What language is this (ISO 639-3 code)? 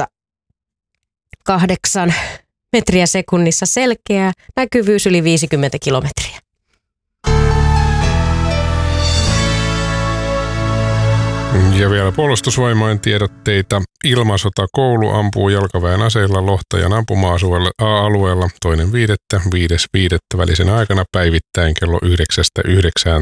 fin